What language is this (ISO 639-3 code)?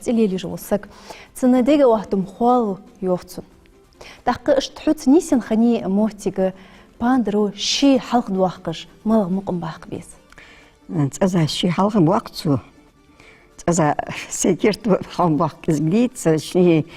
inh